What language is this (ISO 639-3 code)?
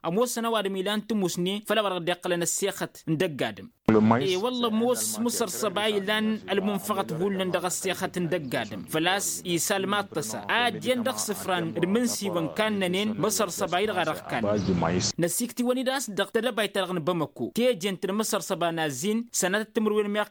taq